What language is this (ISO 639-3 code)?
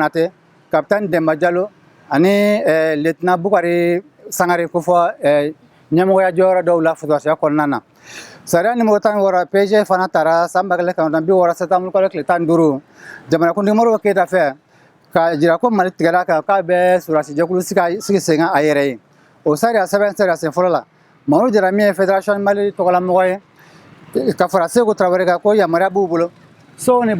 bam